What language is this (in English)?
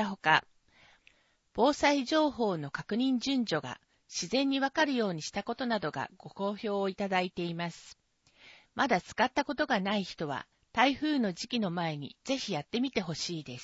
Japanese